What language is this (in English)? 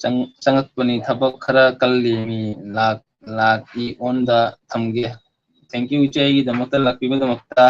Manipuri